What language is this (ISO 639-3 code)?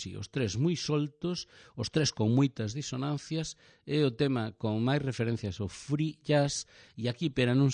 glg